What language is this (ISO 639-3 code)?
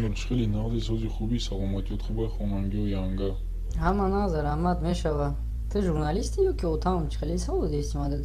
tgk